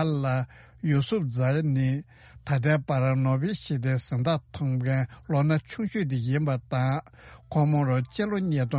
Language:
Tibetan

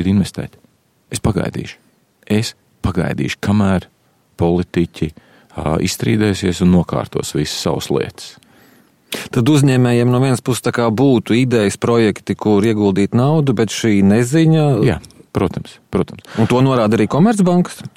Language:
Latvian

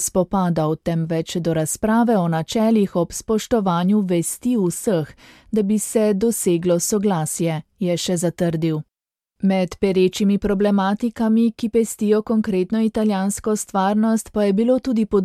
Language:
Slovenian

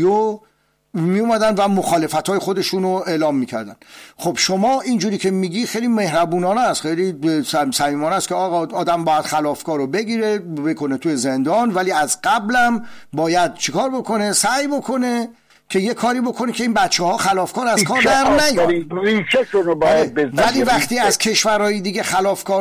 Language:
Persian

